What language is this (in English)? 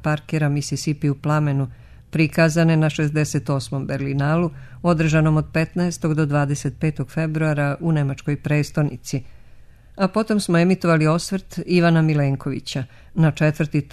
Serbian